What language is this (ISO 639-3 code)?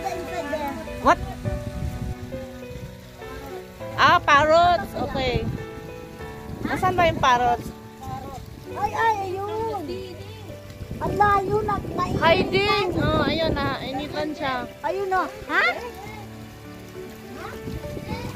fil